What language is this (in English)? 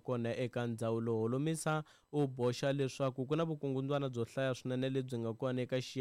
Tsonga